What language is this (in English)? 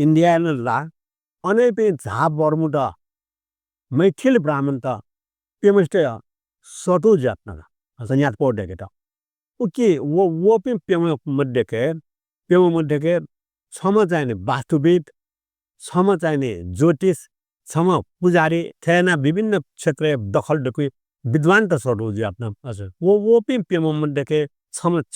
Newari